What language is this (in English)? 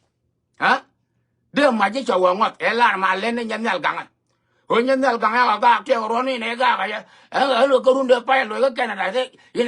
Nuer